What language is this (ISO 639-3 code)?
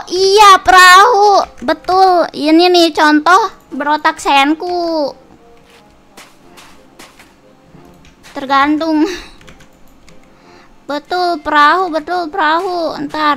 ind